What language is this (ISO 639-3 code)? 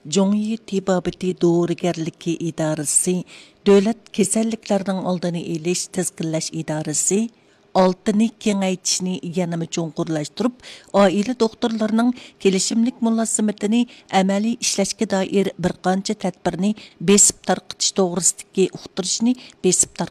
uig